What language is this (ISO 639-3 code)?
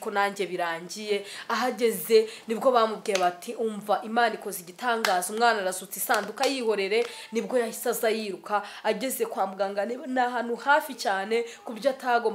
kin